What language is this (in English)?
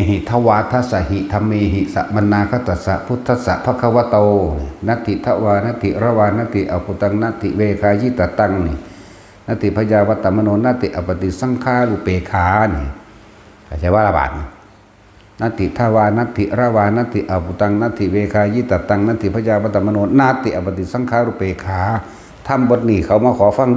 Northeastern Thai